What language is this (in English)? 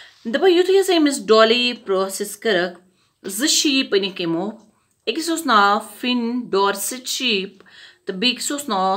Kashmiri